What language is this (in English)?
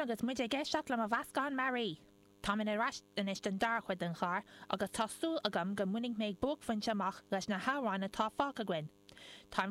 Irish